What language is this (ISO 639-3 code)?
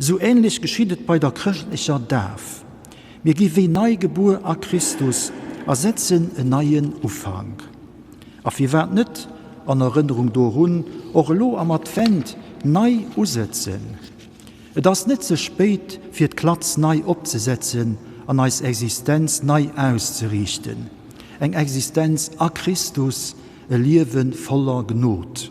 ltz